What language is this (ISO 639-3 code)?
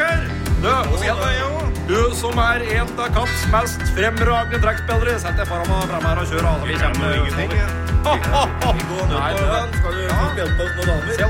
nor